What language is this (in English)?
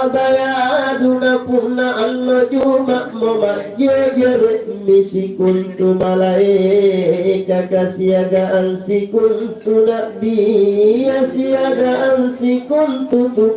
Makasar